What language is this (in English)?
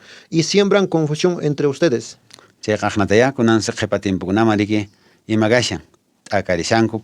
Quechua